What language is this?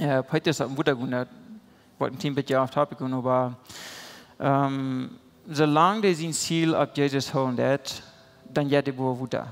Plautdietsch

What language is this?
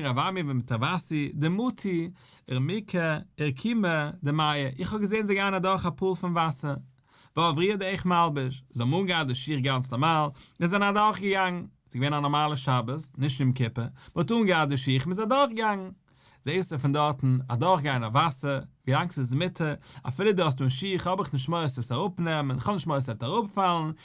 Yiddish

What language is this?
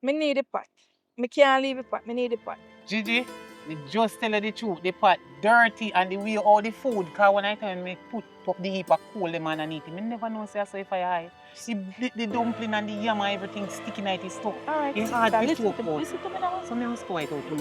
Jamaican Creole English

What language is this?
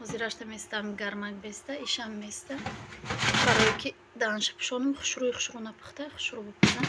Tajik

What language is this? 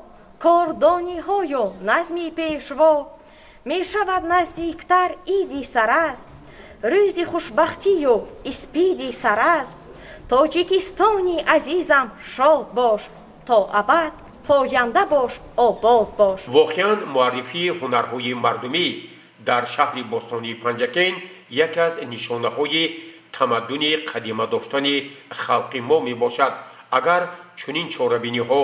Tajik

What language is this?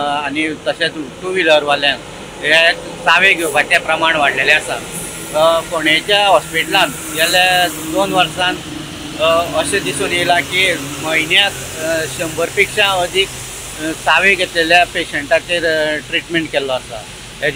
Konkani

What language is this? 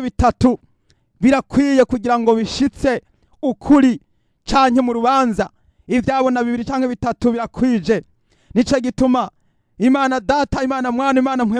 Rundi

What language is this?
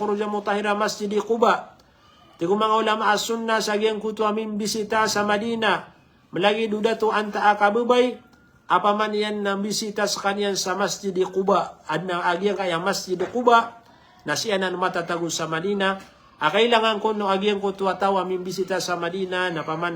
Maranao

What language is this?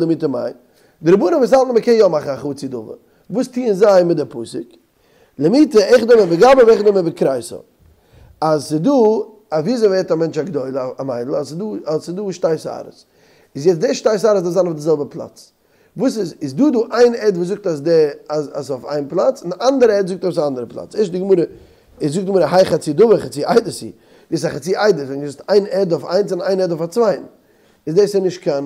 Yiddish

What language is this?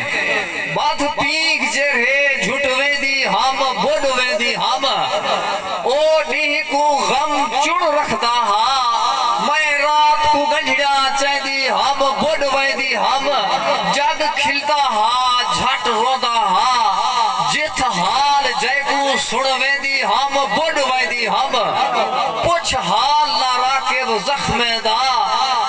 Saraiki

